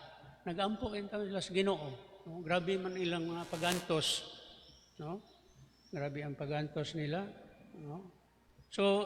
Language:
Cebuano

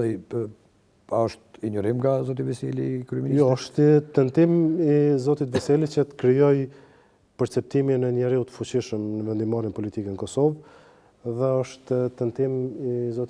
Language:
Albanian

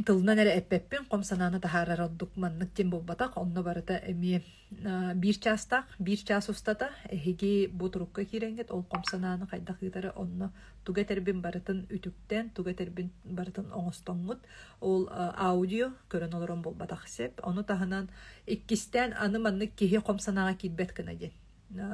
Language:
Yakut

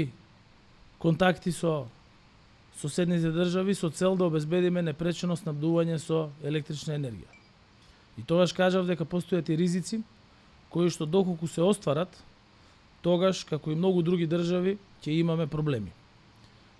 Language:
Macedonian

